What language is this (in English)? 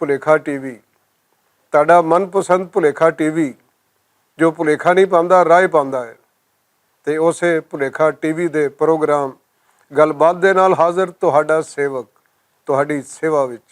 Western Panjabi